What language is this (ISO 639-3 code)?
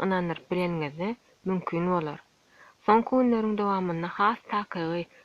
tuk